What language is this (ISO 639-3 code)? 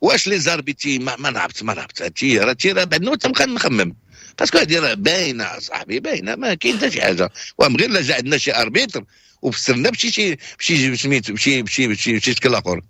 ary